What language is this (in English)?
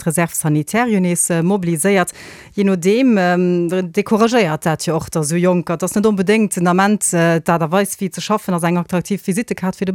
Luxembourgish